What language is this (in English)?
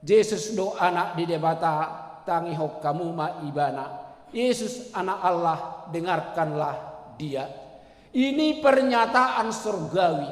Batak Toba